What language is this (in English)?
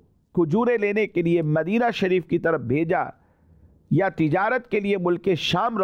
Urdu